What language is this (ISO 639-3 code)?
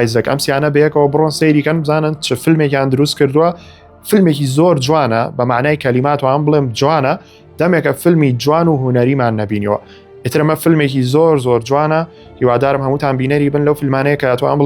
ckb